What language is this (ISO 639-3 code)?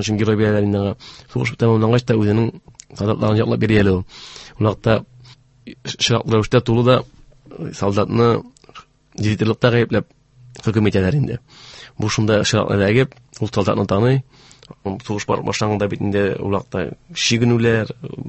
tat